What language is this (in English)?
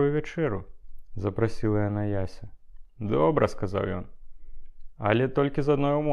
Belarusian